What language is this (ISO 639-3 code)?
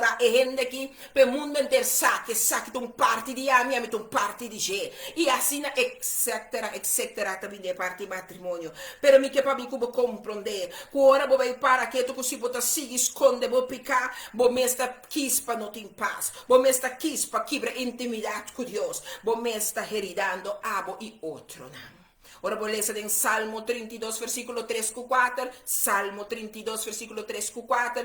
pap